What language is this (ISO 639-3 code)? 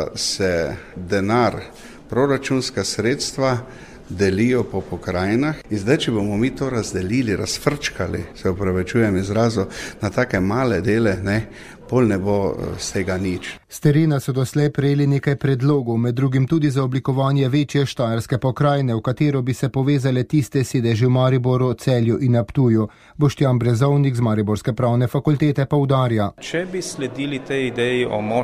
slv